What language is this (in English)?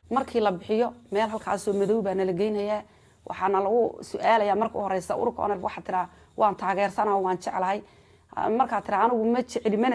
Somali